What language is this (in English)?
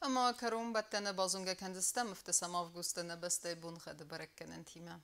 Ossetic